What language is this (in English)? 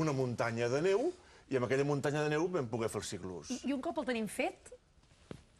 Catalan